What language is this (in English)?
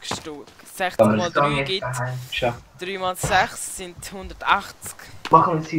Swiss German